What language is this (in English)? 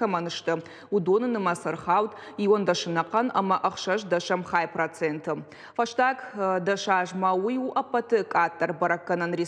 Ossetic